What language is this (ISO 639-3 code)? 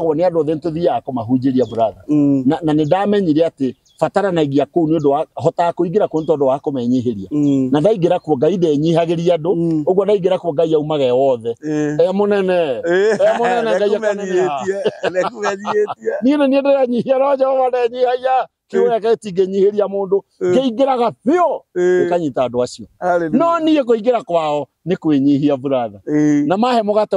kik